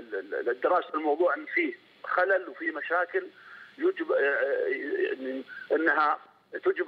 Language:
Arabic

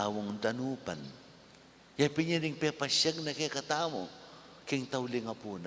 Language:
Pampanga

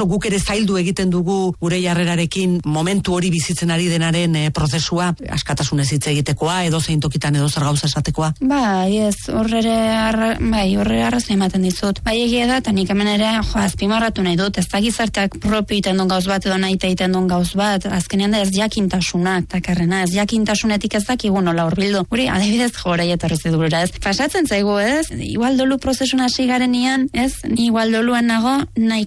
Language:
Basque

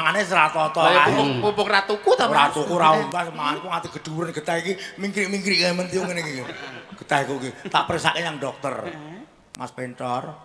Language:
Javanese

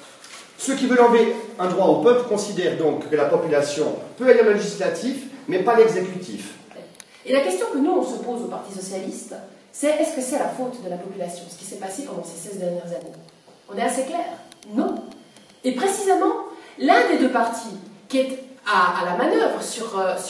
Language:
French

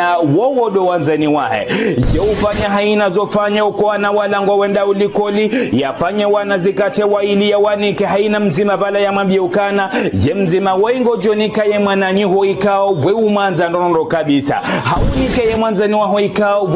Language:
Ngazidja Comorian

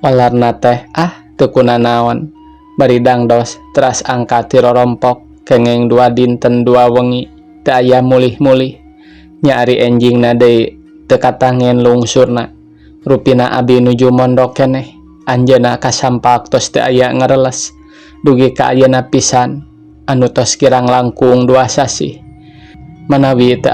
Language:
Sundanese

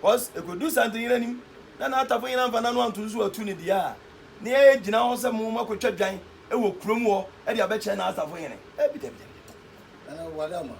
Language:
Akan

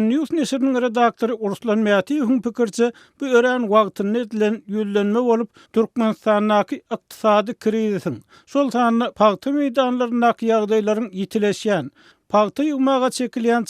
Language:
Turkmen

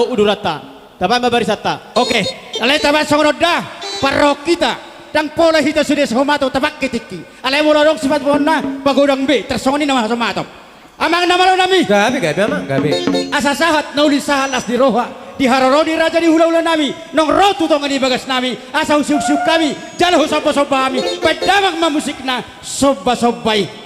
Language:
Batak Toba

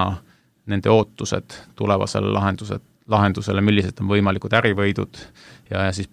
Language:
Estonian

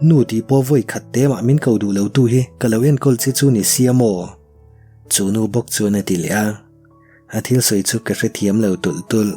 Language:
Mizo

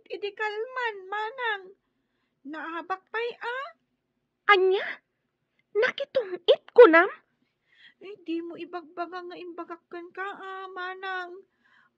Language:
Iloko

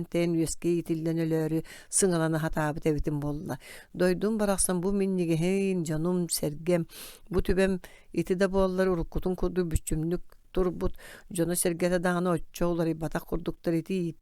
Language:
Yakut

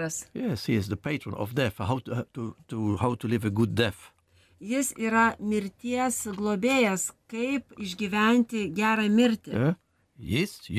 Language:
Lithuanian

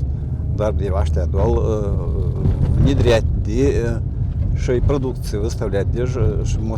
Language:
Ingush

